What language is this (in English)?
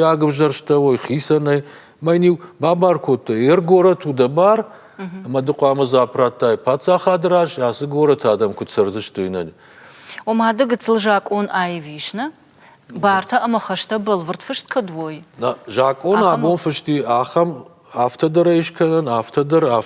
Ossetic